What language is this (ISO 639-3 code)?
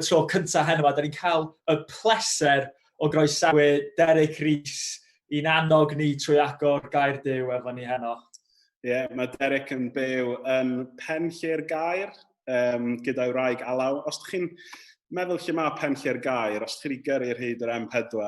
cym